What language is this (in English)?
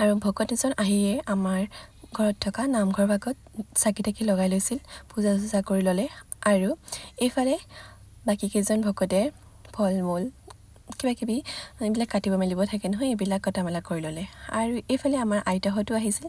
Assamese